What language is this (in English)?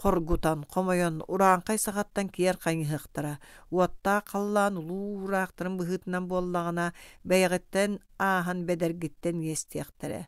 Yakut